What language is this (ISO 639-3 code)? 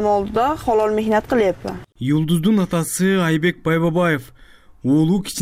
kir